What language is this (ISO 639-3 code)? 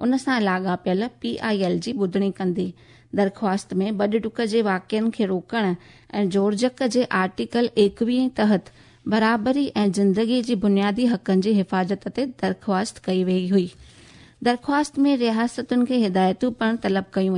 snd